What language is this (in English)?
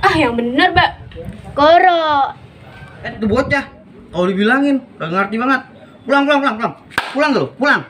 Betawi